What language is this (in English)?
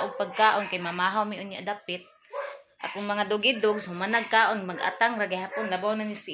Cebuano